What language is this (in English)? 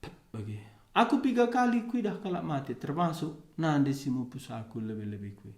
Batak Karo